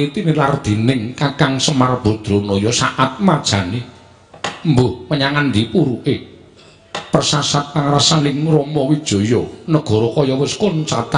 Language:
Javanese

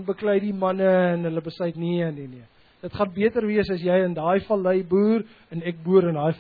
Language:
Afrikaans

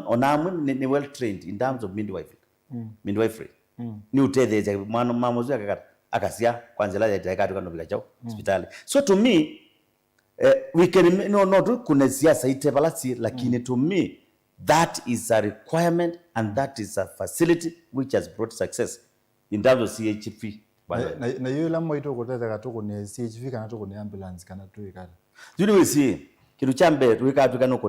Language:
Kamba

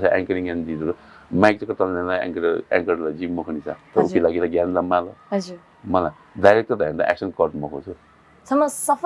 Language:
Newari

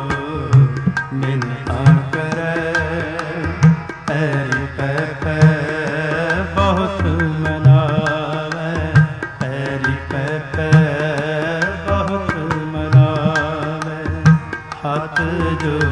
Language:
Punjabi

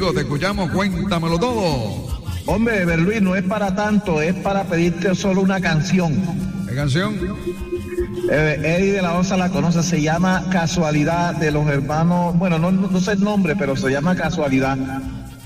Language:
Spanish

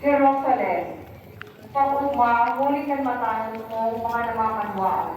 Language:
Bikol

